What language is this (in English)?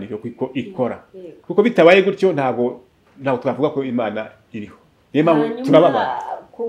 Kinyarwanda